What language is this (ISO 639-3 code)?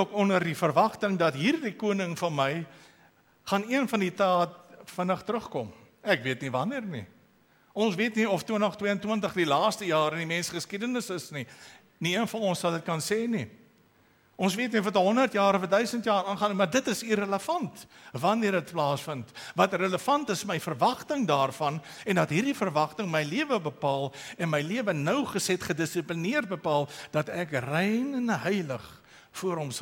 afr